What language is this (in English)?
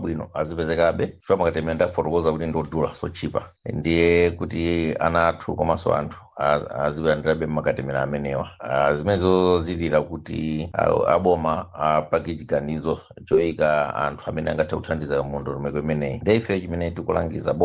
Nyanja